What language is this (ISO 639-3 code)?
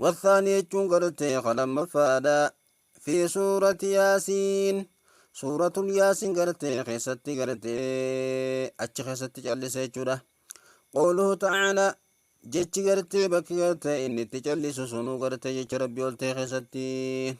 orm